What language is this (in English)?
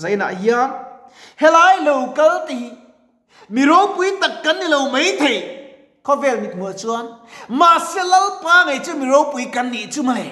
Mizo